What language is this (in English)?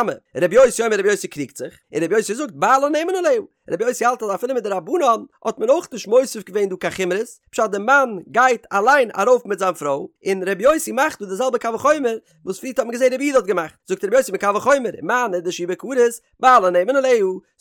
Yiddish